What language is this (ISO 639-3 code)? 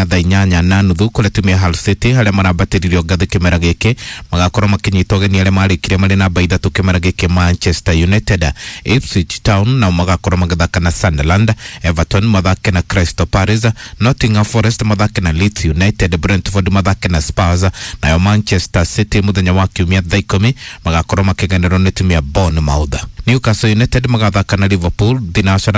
kik